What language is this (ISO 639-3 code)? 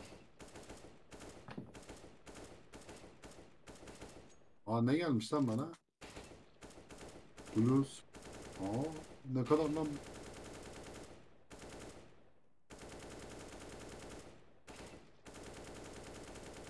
tur